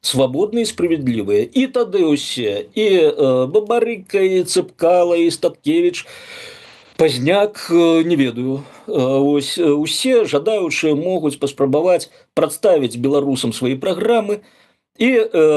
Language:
Belarusian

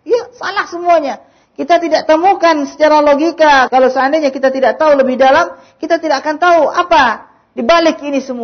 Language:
Indonesian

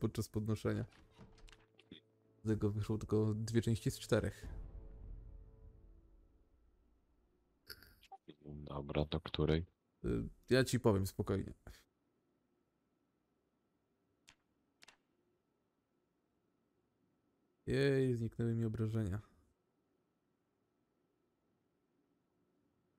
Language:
Polish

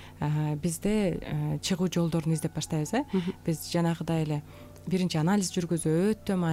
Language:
Kyrgyz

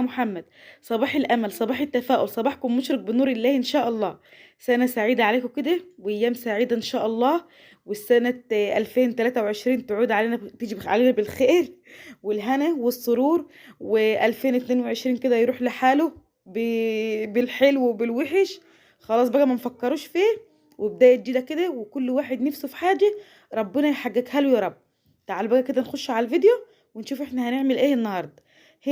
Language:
Egyptian Arabic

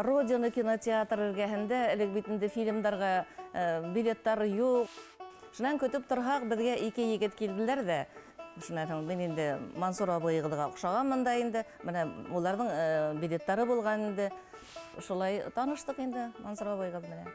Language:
Bashkir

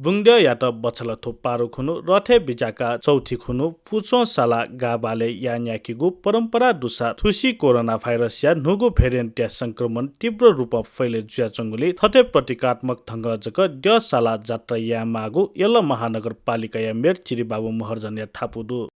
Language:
Newari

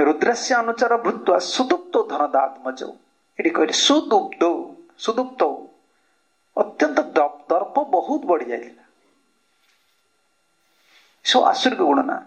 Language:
Odia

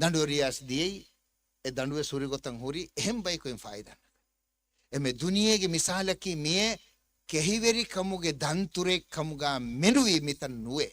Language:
Divehi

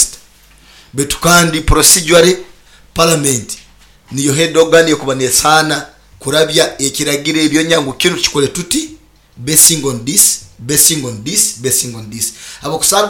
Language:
Nyoro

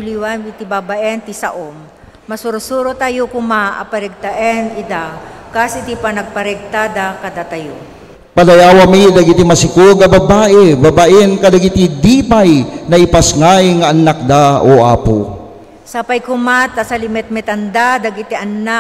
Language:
Iloko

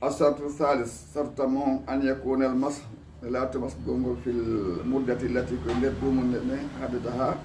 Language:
Fula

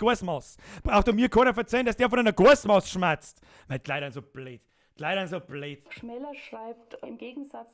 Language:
Bavarian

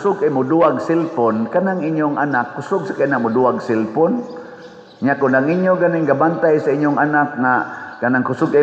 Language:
Cebuano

